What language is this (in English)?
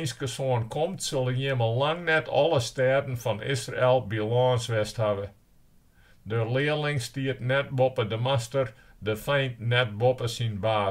Western Frisian